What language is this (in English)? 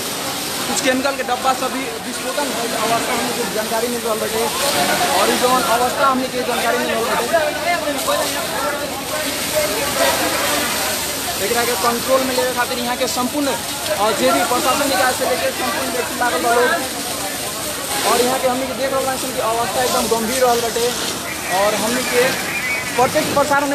Bhojpuri